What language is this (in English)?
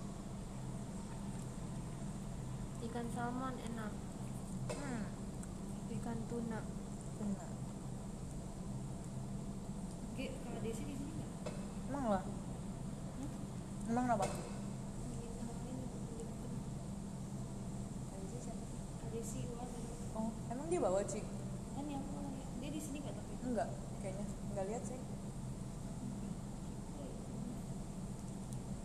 Indonesian